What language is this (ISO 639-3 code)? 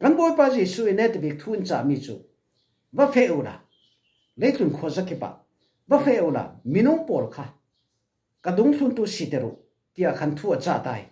cfm